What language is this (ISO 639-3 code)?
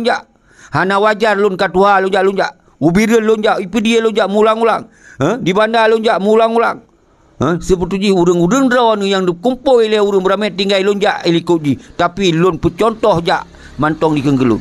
ace